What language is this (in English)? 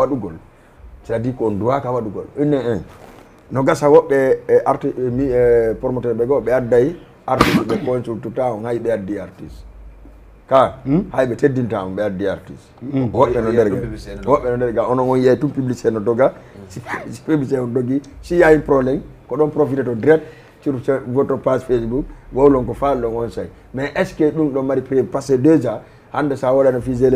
Fula